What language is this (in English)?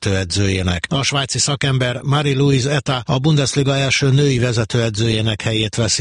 Hungarian